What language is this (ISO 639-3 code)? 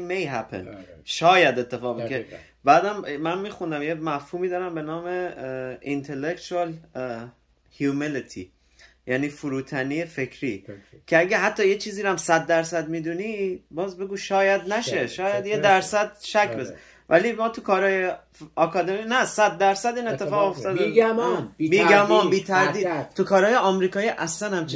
fas